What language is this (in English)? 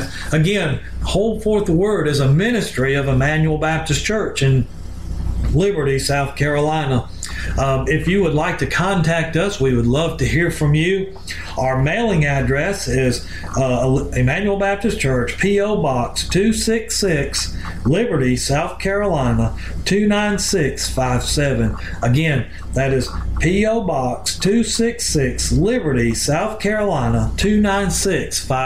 English